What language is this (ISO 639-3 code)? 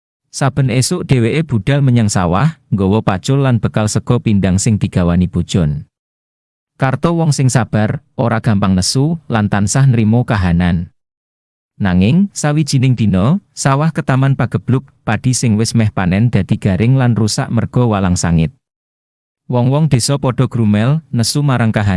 jav